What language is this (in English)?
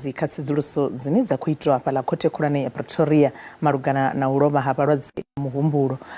Venda